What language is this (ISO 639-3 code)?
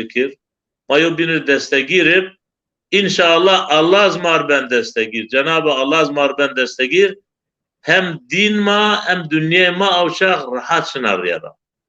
zza